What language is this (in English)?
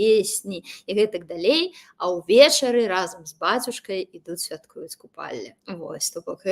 Belarusian